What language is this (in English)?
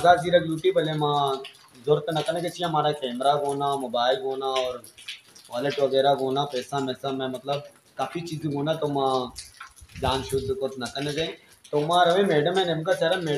Hindi